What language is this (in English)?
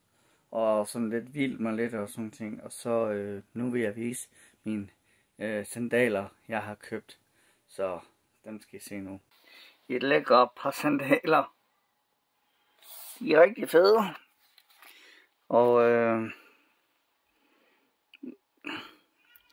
Danish